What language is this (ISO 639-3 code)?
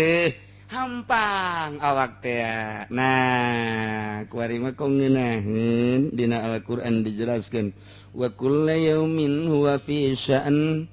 sun